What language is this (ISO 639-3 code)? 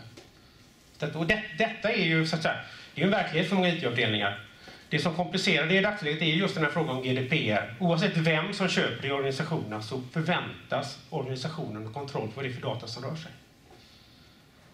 swe